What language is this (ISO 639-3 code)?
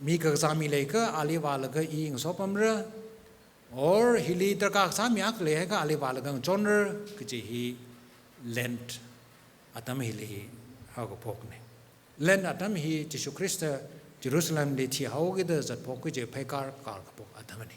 nmf